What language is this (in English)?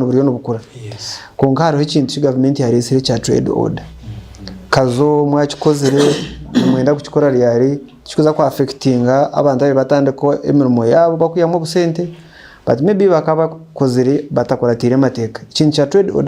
Nyankole